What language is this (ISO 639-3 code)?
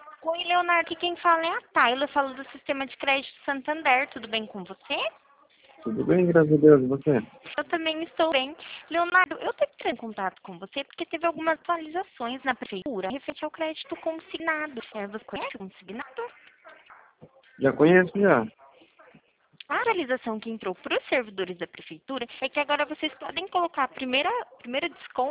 por